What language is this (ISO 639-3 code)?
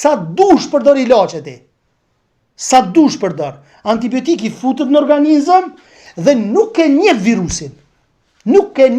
sqi